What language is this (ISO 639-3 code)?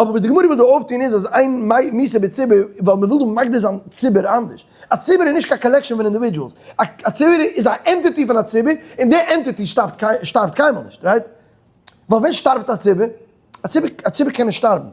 yid